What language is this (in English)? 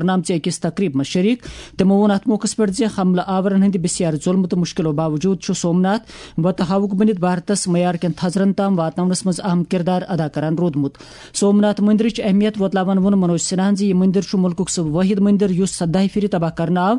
Kashmiri